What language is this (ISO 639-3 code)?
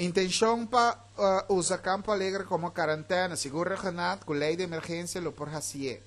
pap